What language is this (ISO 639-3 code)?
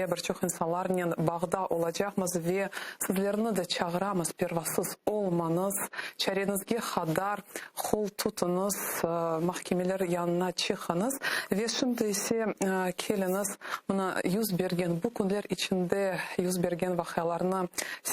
crh